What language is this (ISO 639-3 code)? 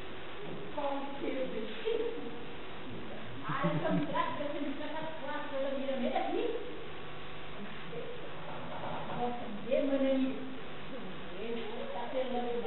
cat